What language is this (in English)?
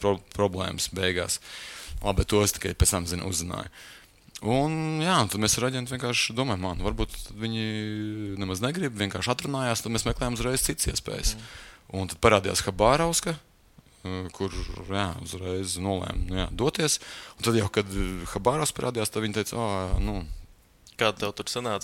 Latvian